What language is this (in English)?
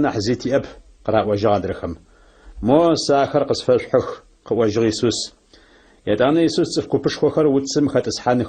Adyghe